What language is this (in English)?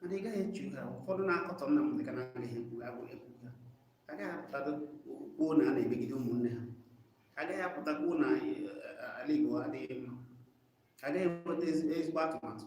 Igbo